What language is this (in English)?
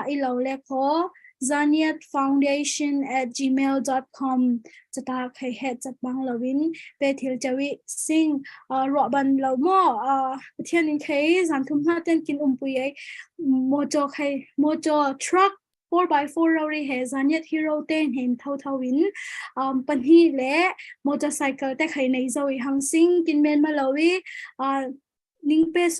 Falam Chin